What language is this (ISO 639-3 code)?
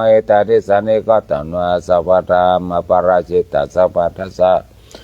pli